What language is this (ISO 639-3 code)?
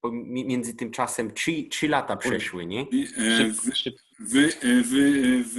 szl